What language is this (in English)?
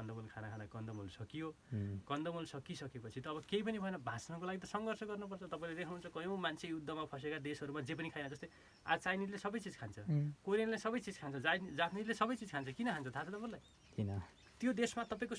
Nepali